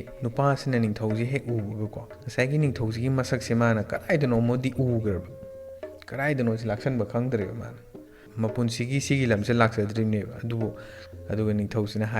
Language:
Manipuri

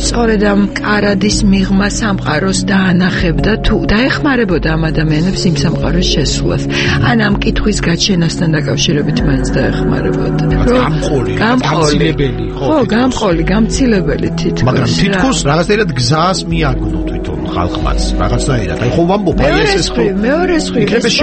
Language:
Georgian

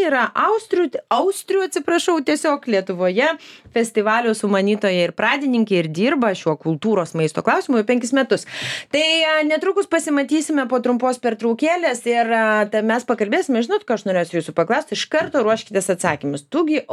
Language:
Lithuanian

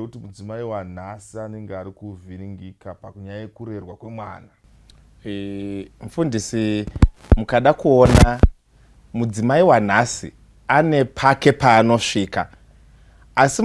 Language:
Shona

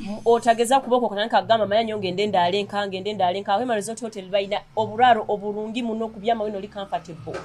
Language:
Nyoro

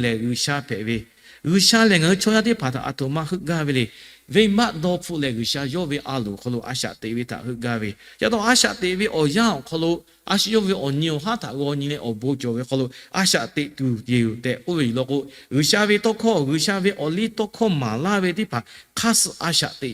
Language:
Lahu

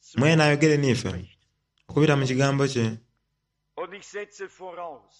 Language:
Soga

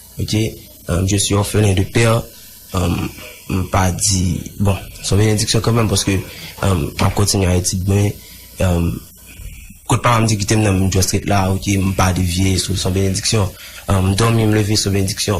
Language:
Haitian Creole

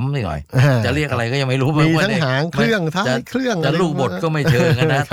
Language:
Thai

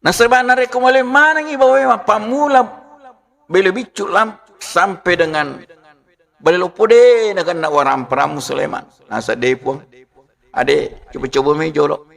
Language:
Buginese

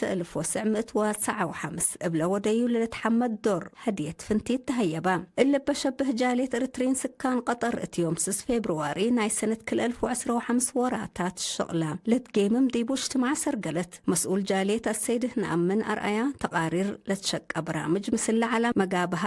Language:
Tigre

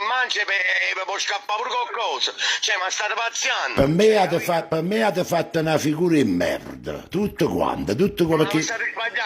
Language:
Neapolitan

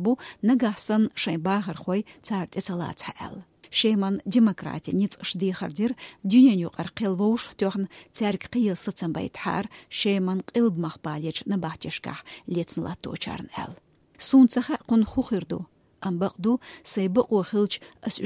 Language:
Chechen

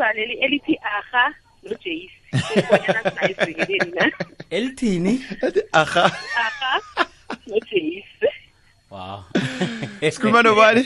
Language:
South Ndebele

